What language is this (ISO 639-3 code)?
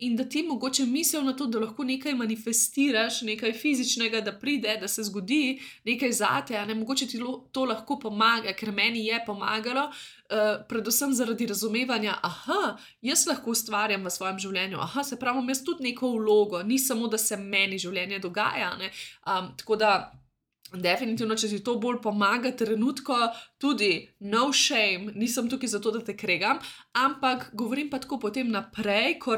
slv